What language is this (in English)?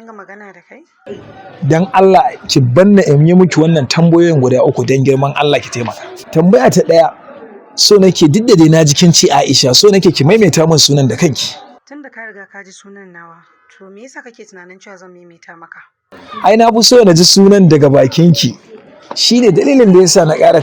Hausa